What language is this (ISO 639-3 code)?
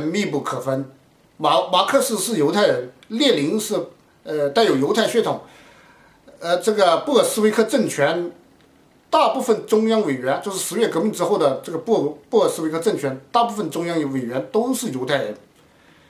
zho